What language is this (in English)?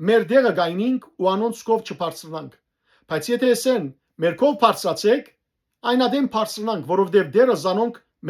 Western Armenian